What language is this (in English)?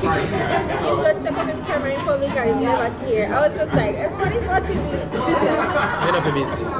Jamaican Creole English